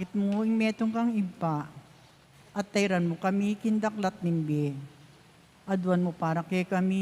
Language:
Pampanga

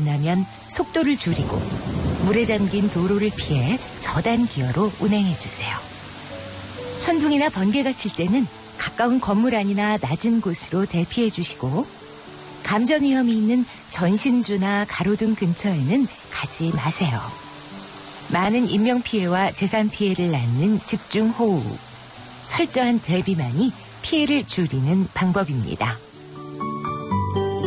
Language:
Korean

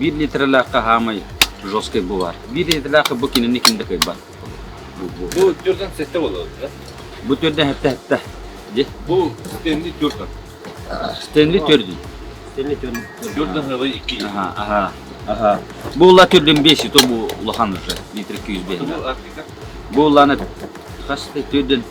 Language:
Yakut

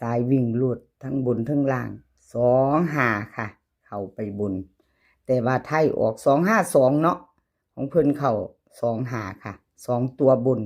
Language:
Northeastern Thai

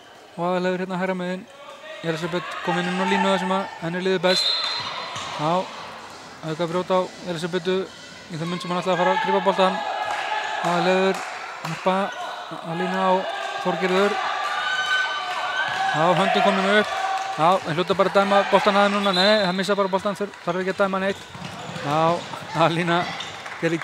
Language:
Icelandic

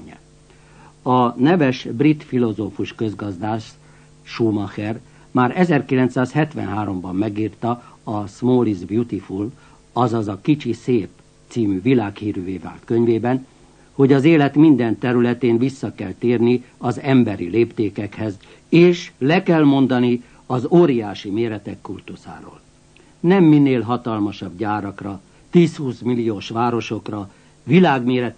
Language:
Hungarian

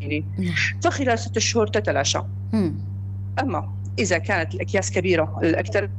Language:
North Levantine Arabic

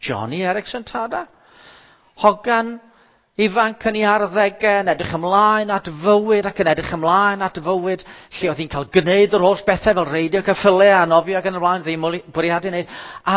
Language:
Welsh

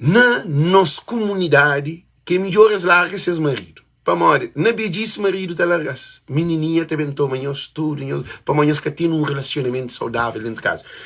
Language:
Kabuverdianu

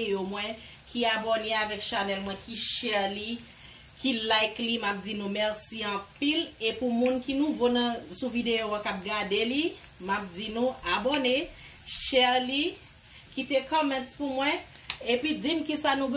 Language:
Haitian Creole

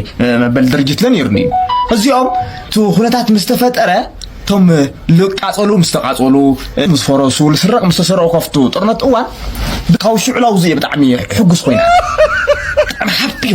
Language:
Tigrinya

